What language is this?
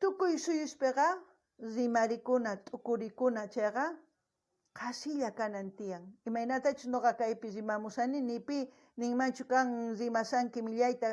South Bolivian Quechua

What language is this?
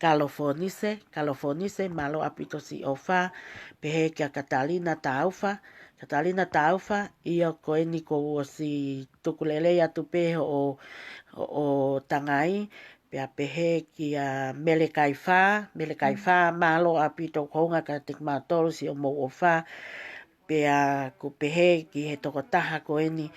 Tongan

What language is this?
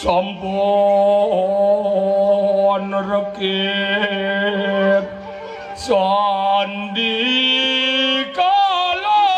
Balinese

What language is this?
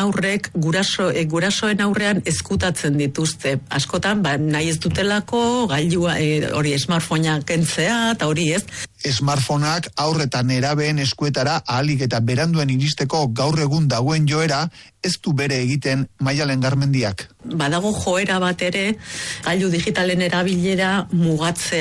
Basque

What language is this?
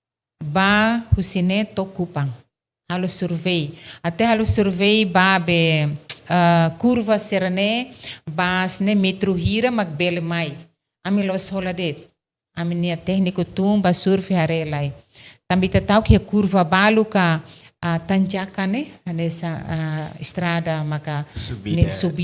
Tetum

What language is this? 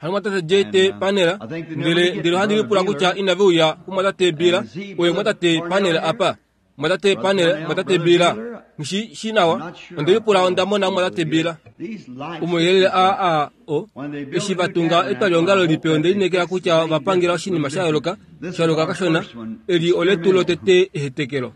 Kuanyama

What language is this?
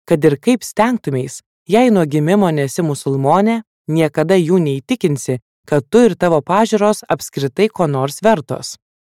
Lithuanian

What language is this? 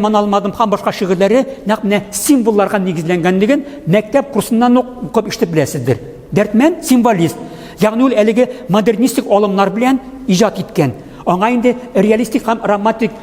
Tatar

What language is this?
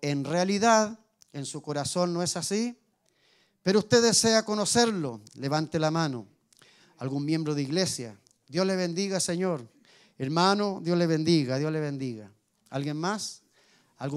Spanish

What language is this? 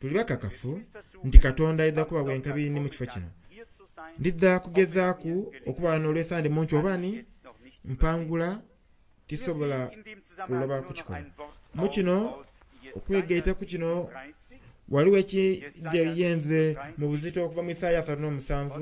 Soga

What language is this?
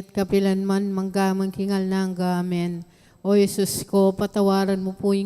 Pampanga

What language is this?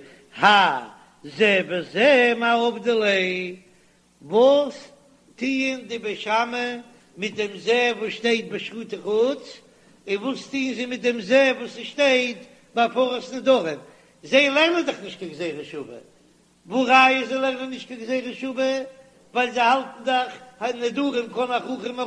Yiddish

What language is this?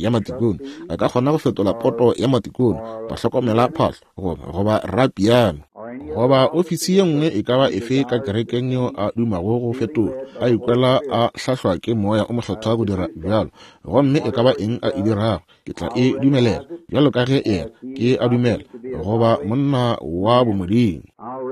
Northern Sotho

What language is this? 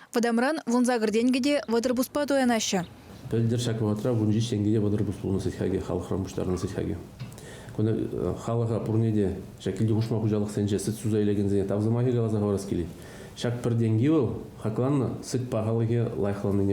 Chuvash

